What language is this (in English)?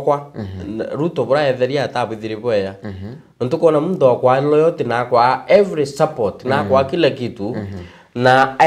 Meru